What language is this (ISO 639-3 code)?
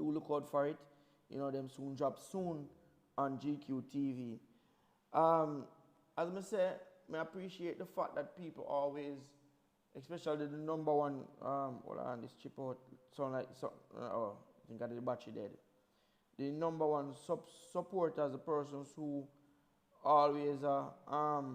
jam